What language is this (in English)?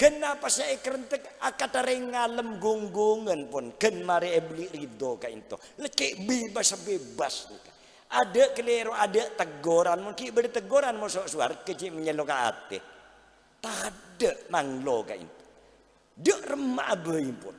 Madurese